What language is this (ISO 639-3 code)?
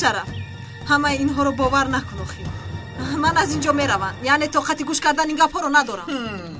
tgk